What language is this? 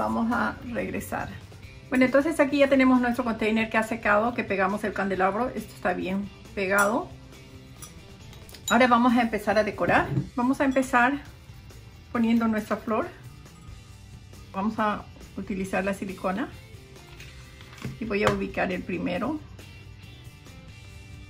Spanish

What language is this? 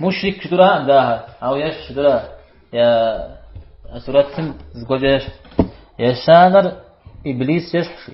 Kabardian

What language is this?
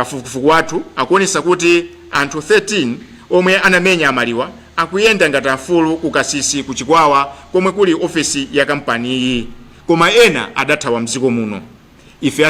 Nyanja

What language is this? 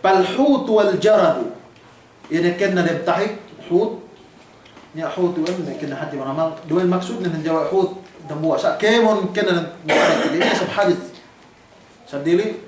Yakan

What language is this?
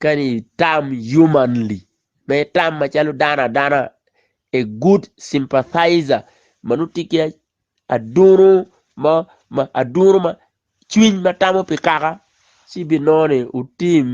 Acoli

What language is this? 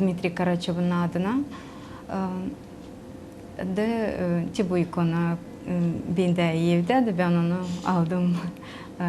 Gagauz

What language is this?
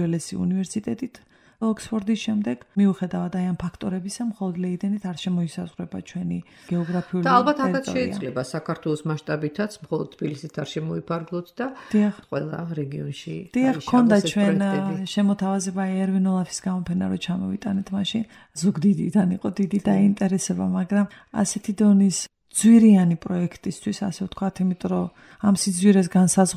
Georgian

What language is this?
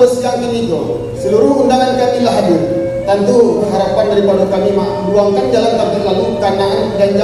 Minangkabau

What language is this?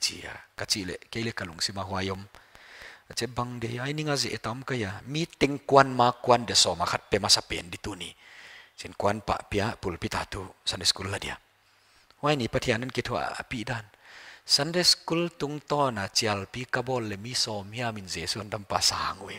Paite Chin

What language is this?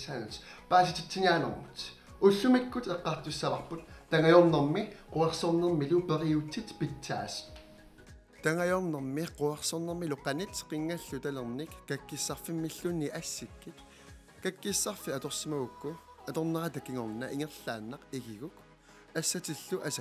Kalaallisut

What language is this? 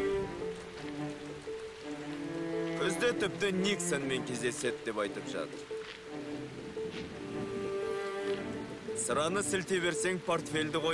Kazakh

